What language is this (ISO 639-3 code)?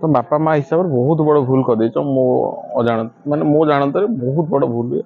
ori